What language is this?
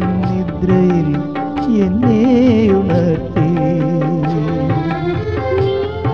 Malayalam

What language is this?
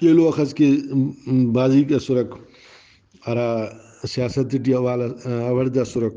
Brahui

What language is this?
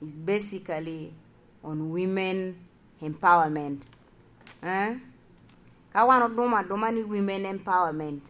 Lango (Uganda)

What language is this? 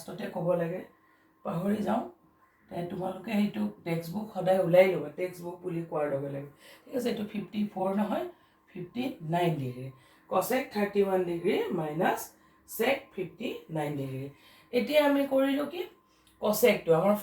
Assamese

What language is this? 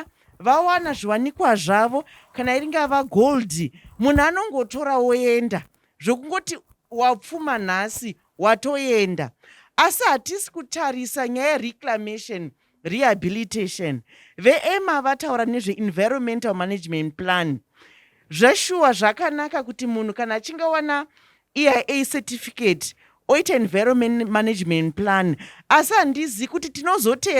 Shona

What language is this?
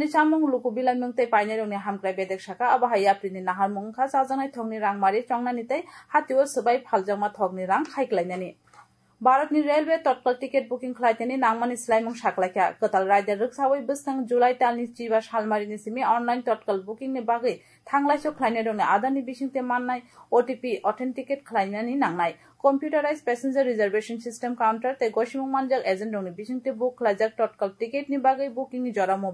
Kok Borok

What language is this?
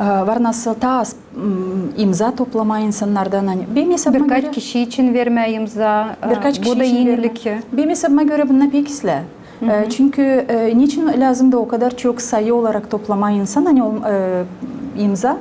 Gagauz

